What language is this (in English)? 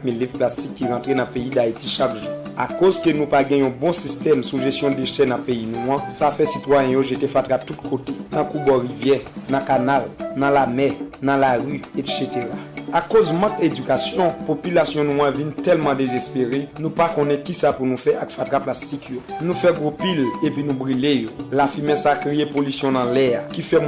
Haitian Creole